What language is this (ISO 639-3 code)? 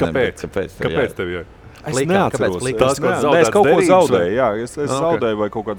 lav